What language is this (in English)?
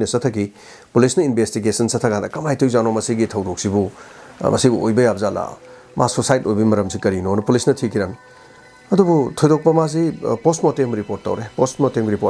Manipuri